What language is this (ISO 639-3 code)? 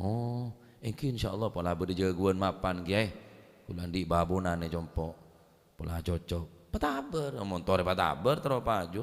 mad